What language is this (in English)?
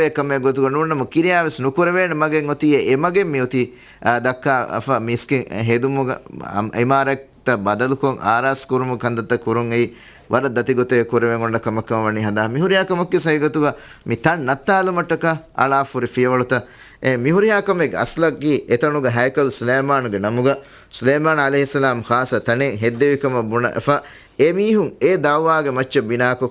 Divehi